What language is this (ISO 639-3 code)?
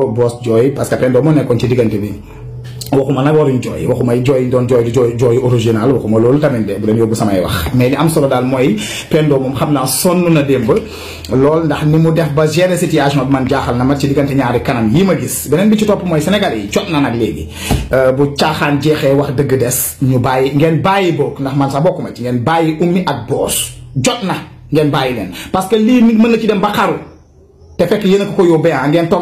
wol